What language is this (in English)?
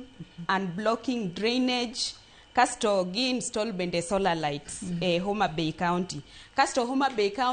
Luo (Kenya and Tanzania)